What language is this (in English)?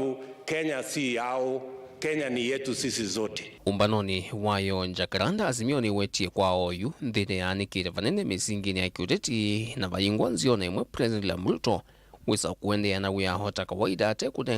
Kamba